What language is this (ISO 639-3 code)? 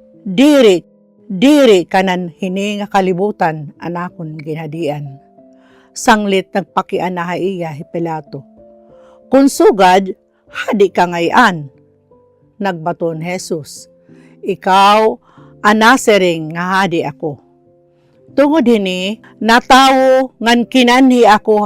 war